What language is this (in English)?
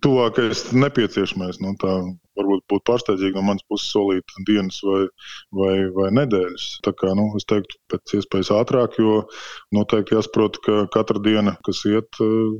Latvian